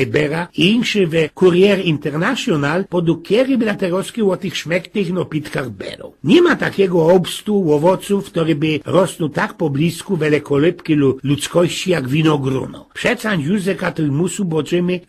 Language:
Silesian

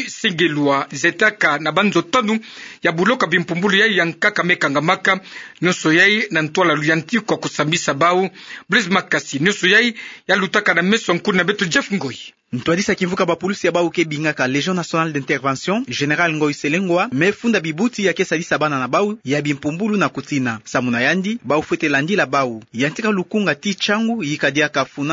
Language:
Kituba (Democratic Republic of Congo)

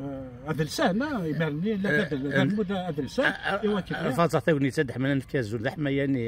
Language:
Kabyle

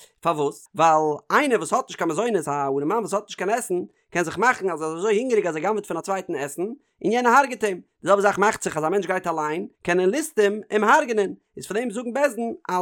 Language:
Yiddish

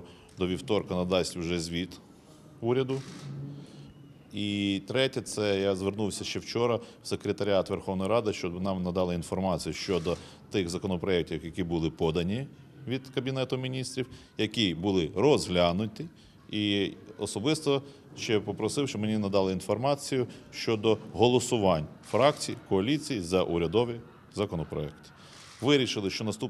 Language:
Ukrainian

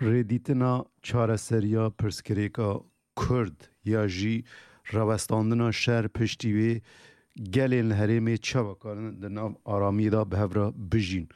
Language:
Kurdish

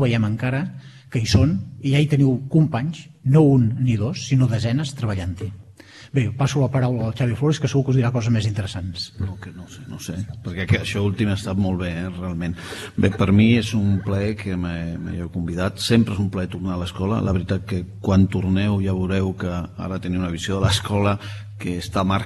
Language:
Catalan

